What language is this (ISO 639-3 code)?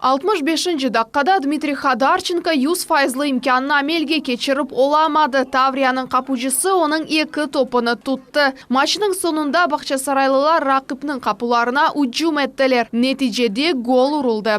crh